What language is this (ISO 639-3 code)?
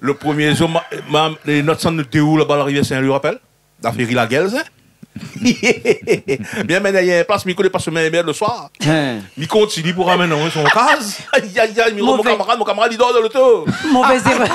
rcf